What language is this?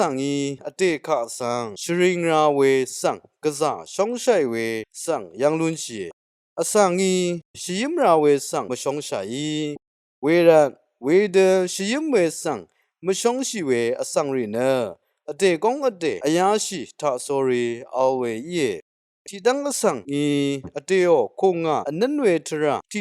Rawang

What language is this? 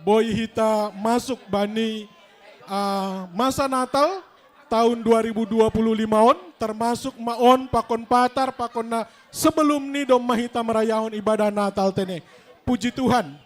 Batak Simalungun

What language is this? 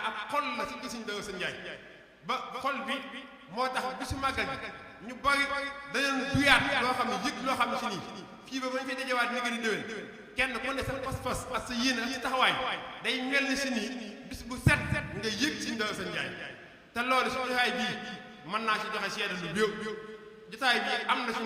Wolof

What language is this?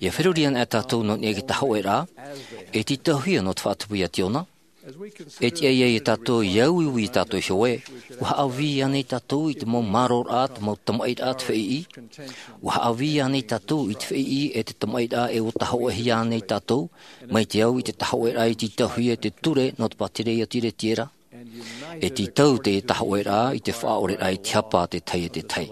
Tahitian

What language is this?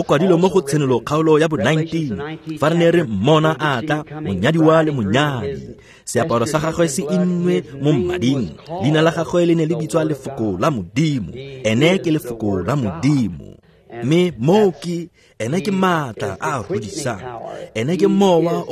Tswana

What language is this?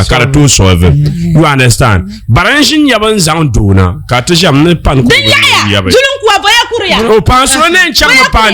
Dagbani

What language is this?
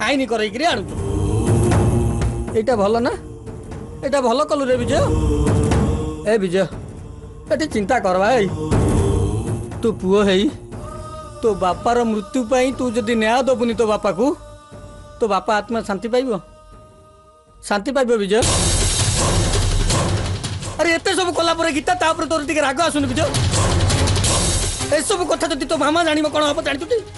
Odia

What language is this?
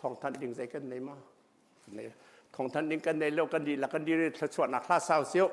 Hakha Chin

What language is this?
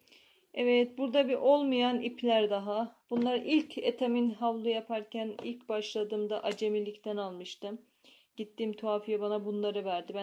Turkish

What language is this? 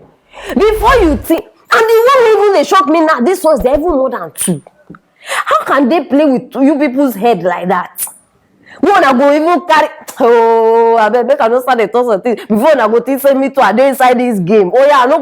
Nigerian Pidgin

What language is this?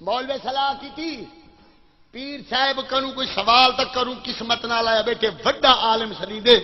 Saraiki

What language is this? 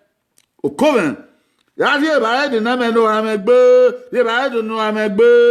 Bini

